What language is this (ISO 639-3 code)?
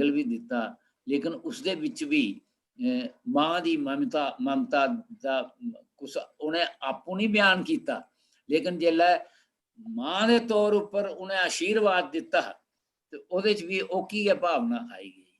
doi